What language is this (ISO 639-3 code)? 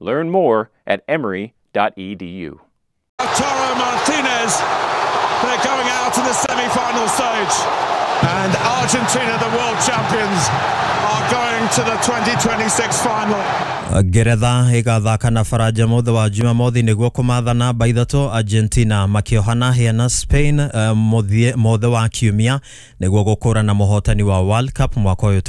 kik